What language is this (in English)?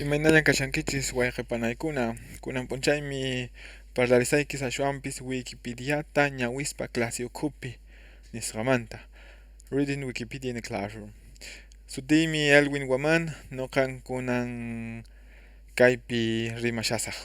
Quechua